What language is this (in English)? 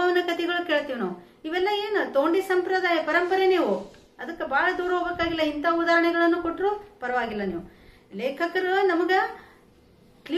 Kannada